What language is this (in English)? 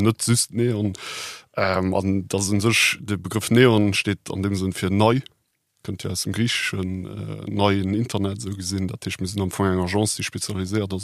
Luxembourgish